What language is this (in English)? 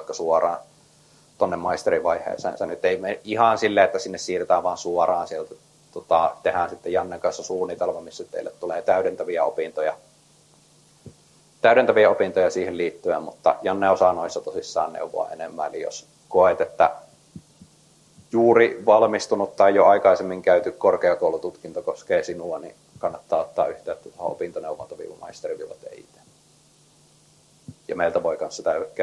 Finnish